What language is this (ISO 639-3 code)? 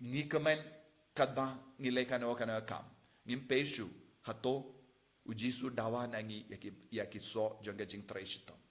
kha